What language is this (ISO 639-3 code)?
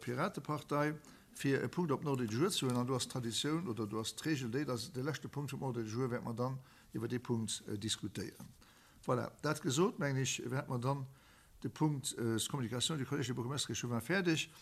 ltz